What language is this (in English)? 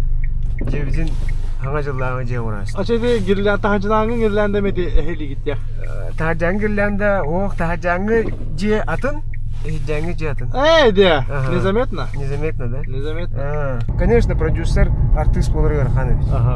Yakut